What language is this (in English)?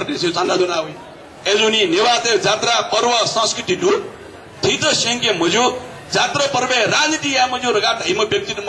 Newari